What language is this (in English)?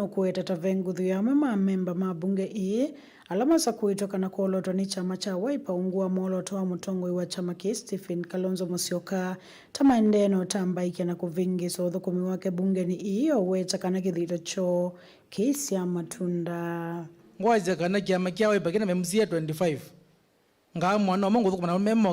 Kamba